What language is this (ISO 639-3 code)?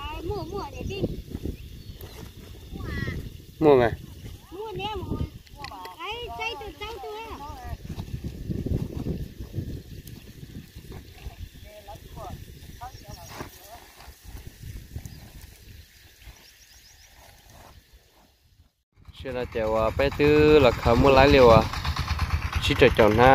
vie